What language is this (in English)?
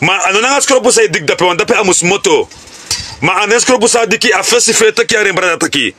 Sranan Tongo